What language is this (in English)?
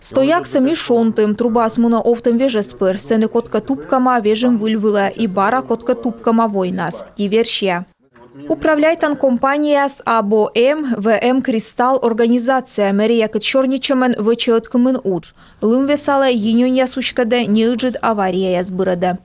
Komi